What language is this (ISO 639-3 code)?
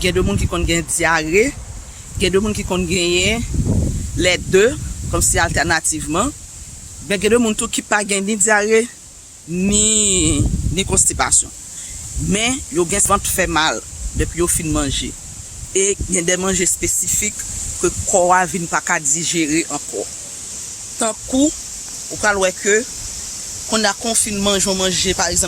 hat